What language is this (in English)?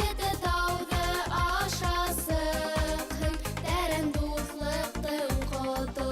Bashkir